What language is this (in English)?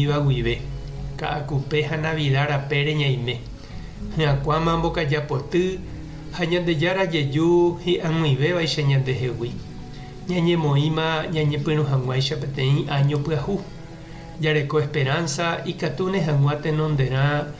Guarani